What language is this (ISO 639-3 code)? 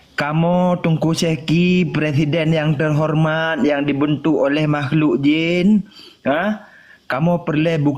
ace